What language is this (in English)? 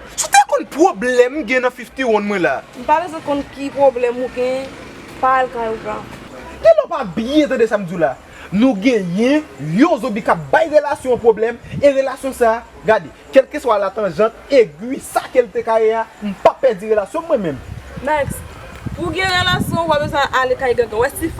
Haitian Creole